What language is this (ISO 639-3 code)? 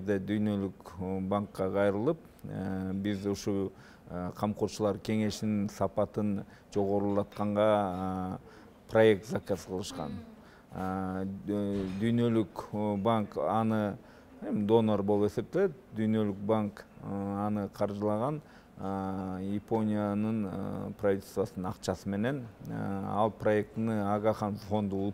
kir